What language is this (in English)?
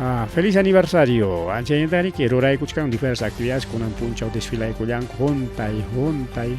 Ayacucho Quechua